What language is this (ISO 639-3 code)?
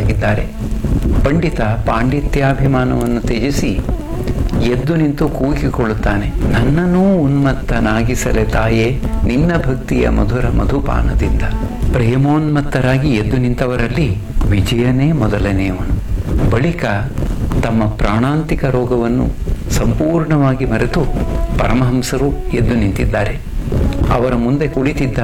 kan